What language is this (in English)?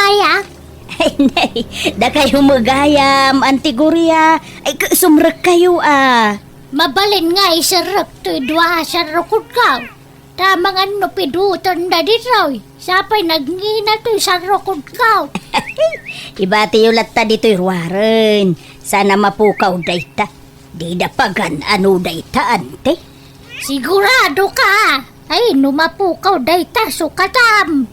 Iloko